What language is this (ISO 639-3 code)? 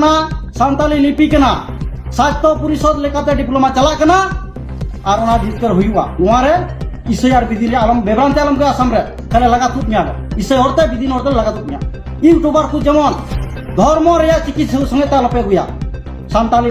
sat